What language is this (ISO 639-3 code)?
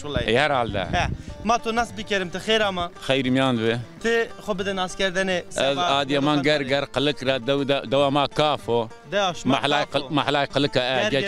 zza